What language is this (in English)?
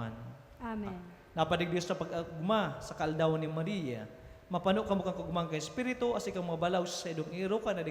Bikol